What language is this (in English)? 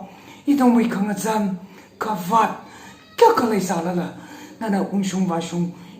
Tangkhul Naga (India)